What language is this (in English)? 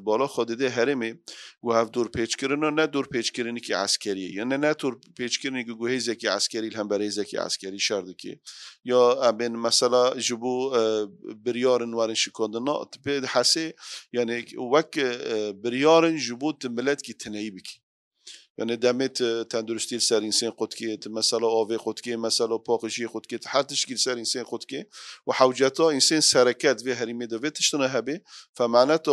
Kurdish